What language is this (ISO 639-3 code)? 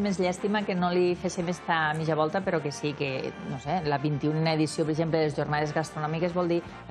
cat